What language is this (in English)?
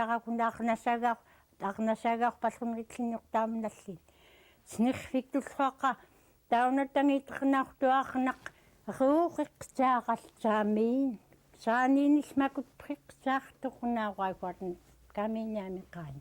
Central Yupik